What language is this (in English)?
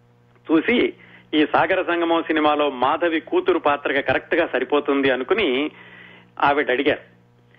Telugu